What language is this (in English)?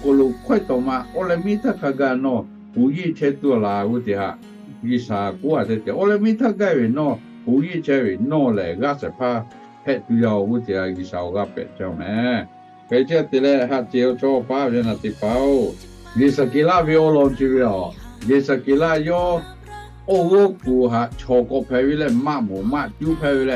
Lahu